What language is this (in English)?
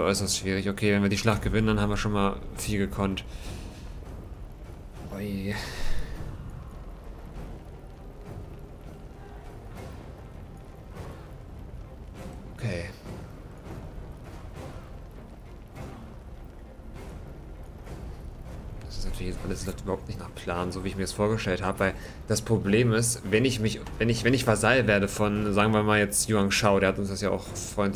German